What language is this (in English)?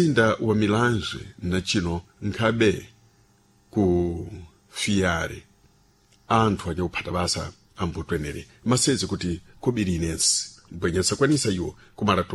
Sena